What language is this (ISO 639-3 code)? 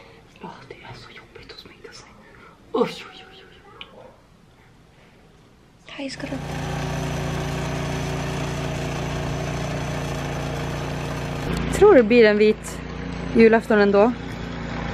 swe